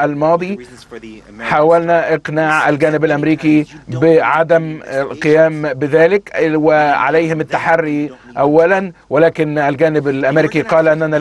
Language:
Arabic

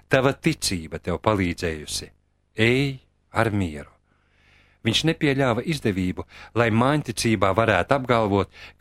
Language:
Latvian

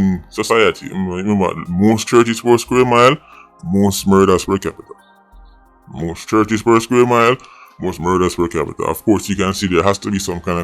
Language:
Jamaican Creole English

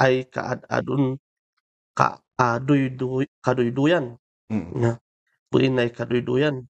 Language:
Kankanaey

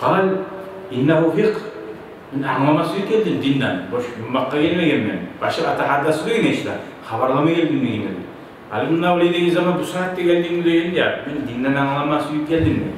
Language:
Kumyk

